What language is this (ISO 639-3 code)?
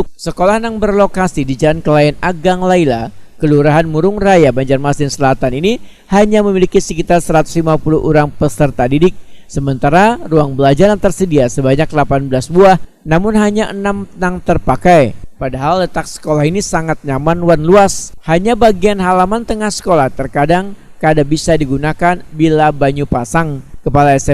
bjn